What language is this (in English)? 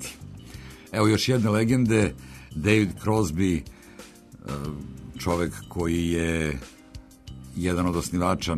Serbian